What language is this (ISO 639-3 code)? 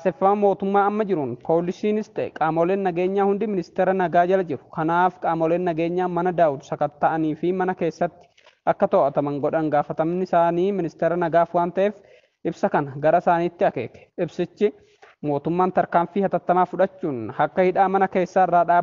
orm